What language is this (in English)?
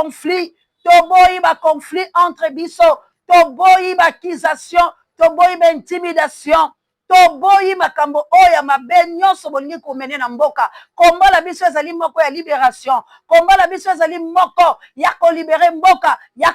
Lingala